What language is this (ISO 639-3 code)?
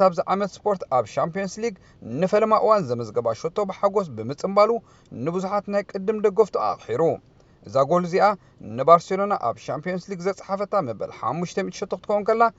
tir